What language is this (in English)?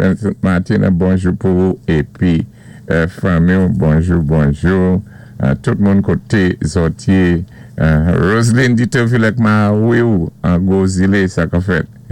Saint Lucian Creole French